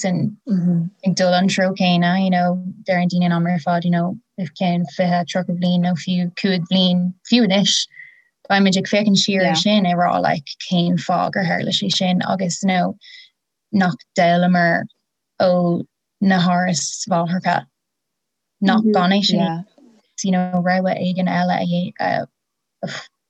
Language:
Irish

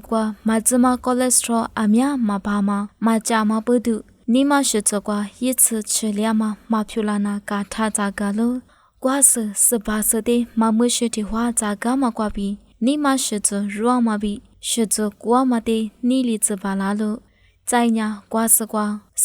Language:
Lisu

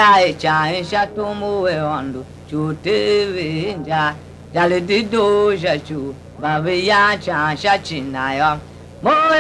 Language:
Tiv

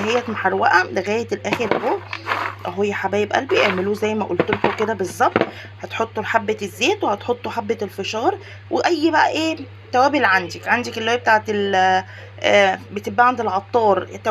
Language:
Egyptian Arabic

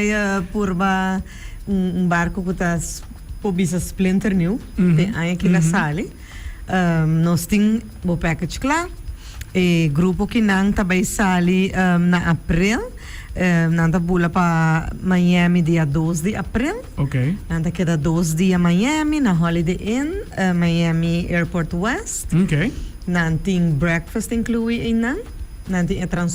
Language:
Papiamento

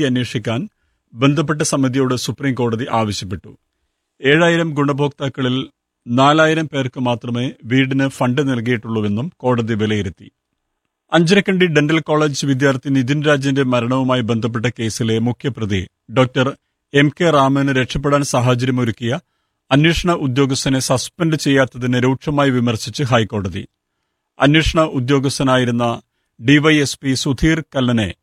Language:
Malayalam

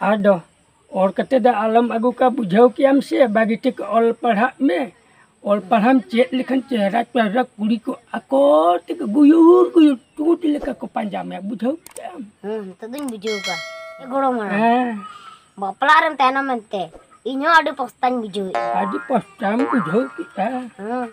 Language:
Santali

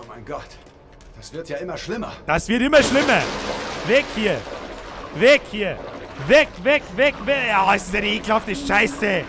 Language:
Bavarian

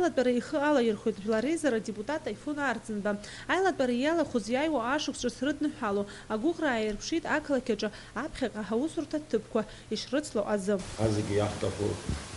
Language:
Abkhazian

